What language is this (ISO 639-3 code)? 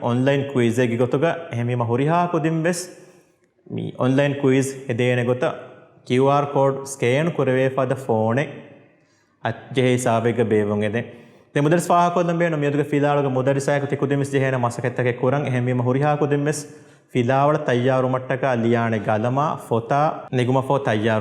div